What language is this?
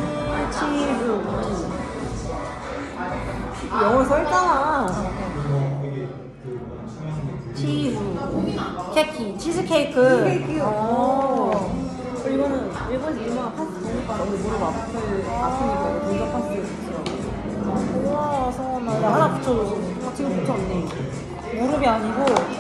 Korean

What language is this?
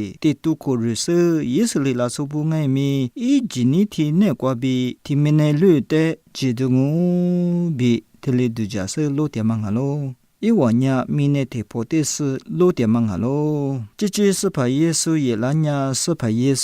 Lisu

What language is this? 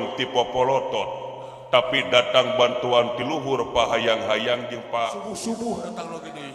Sundanese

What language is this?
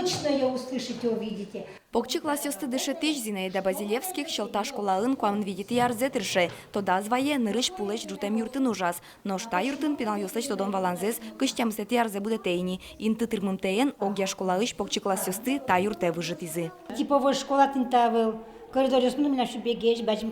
Udmurt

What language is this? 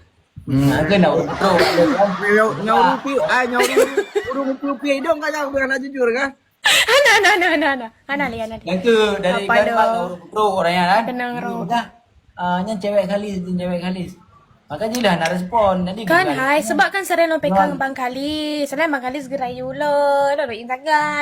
Achinese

